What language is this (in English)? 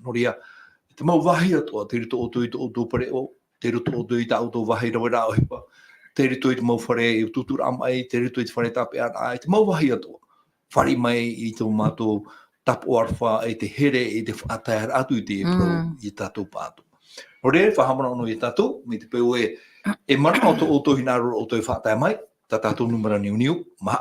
Tahitian